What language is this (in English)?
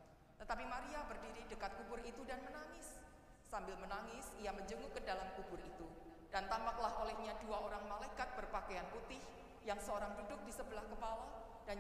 Indonesian